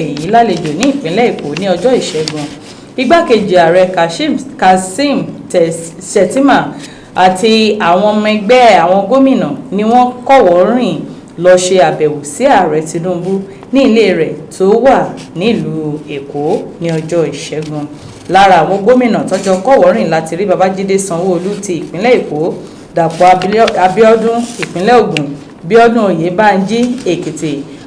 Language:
Yoruba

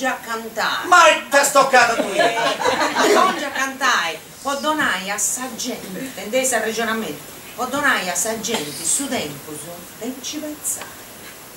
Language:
Sardinian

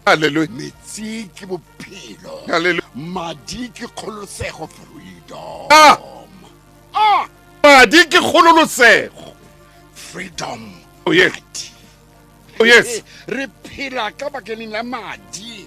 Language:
Southern Sotho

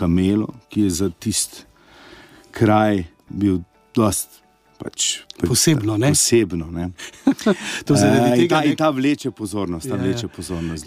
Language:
Slovenian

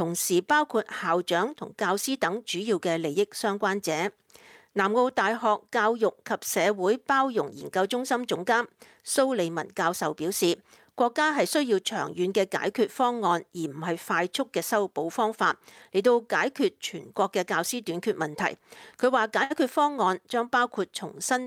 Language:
Cantonese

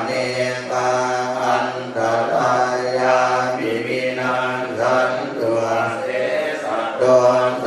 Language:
Pali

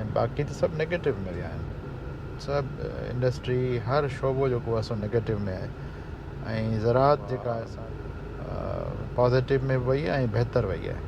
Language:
Sindhi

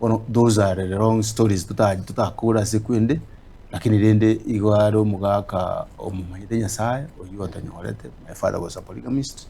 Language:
Gusii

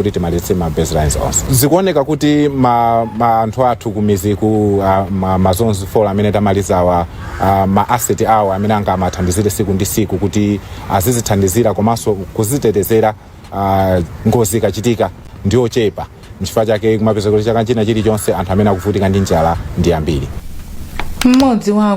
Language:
Nyanja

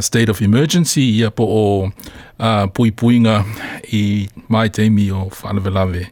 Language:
Samoan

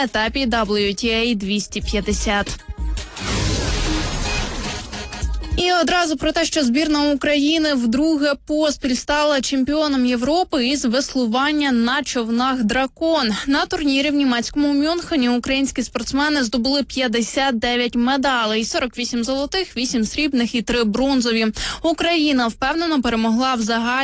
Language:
Ukrainian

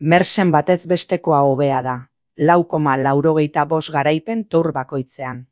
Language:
Basque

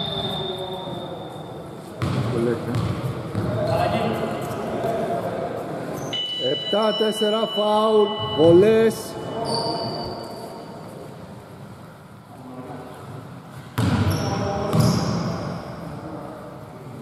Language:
Greek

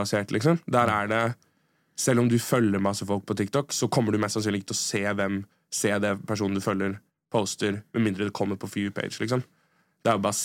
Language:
Norwegian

